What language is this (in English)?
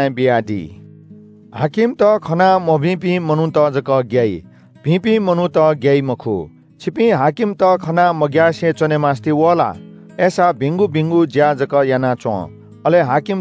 Newari